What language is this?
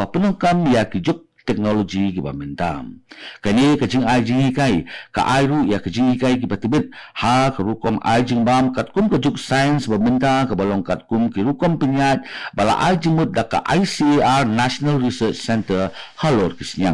Khasi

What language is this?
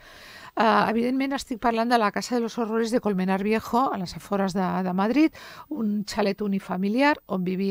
Catalan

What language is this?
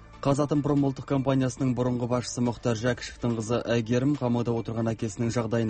Kazakh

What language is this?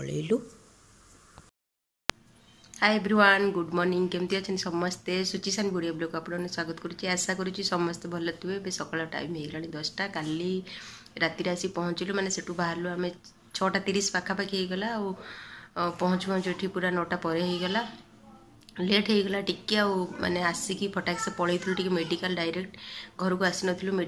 Odia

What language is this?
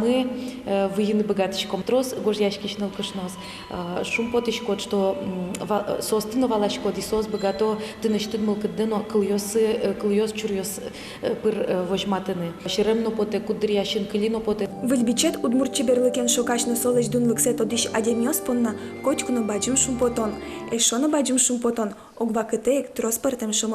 Udmurt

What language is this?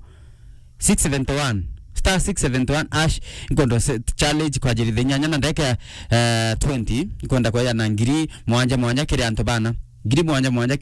Meru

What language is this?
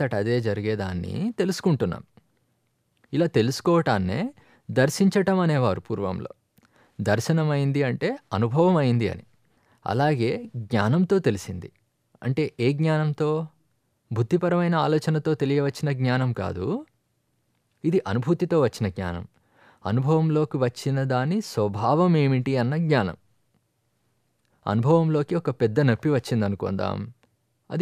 Telugu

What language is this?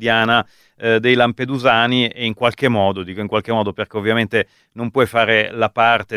Italian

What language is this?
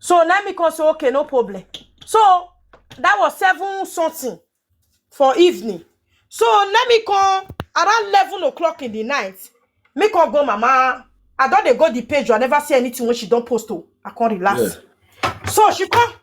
Nigerian Pidgin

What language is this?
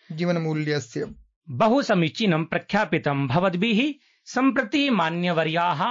Sanskrit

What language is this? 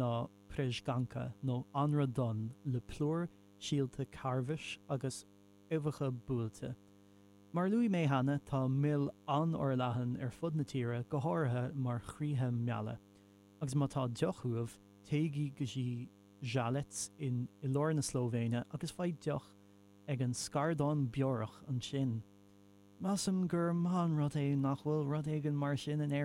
Irish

